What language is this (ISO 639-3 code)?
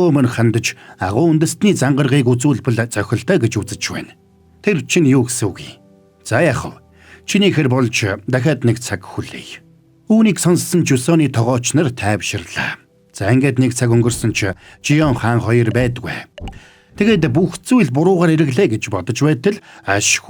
mon